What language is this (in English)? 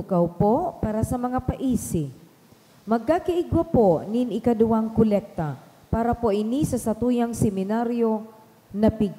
Bikol